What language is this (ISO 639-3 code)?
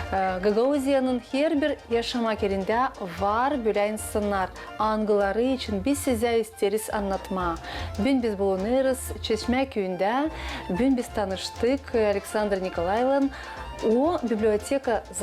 gag